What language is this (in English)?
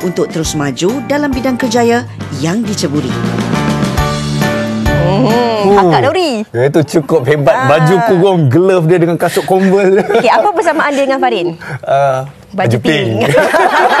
Malay